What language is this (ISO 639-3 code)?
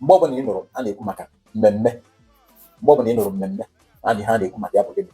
ibo